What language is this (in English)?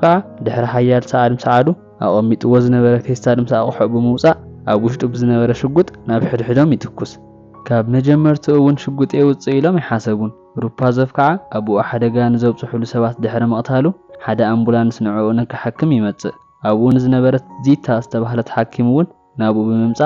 Tigrinya